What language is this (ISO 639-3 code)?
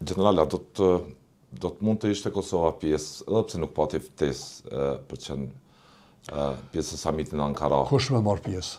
sqi